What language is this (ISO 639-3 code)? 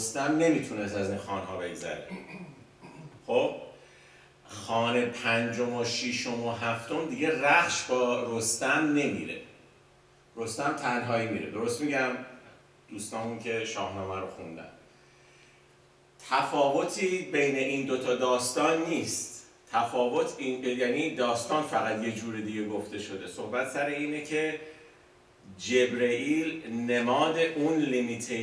fas